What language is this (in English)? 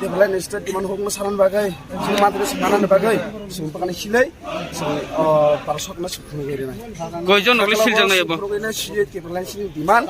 Kok Borok